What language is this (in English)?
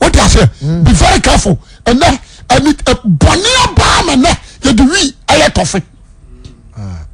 Akan